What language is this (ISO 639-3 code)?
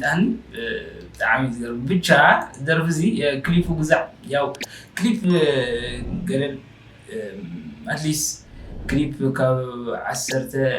tir